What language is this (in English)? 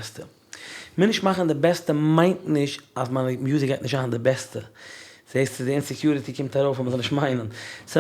Yiddish